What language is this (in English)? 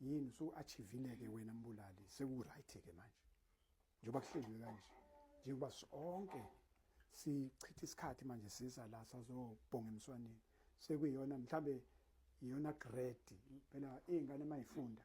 Zulu